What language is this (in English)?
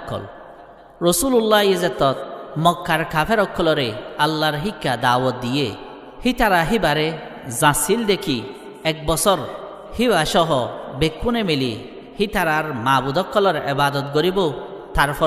Rohingya